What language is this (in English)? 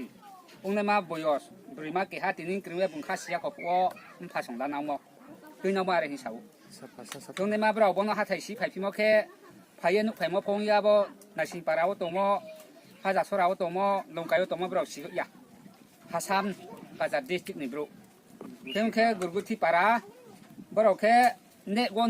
Riang (India)